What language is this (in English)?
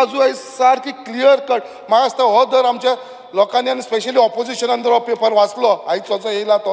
Konkani